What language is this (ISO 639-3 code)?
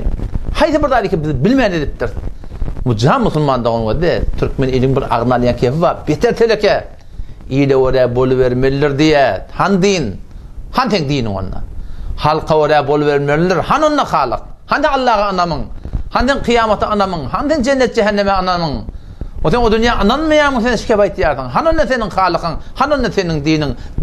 tuk